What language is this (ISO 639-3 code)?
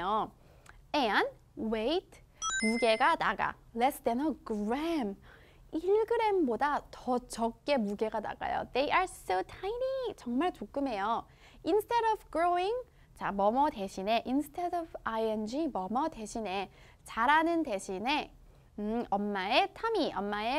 kor